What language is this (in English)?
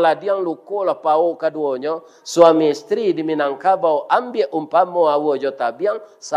Minangkabau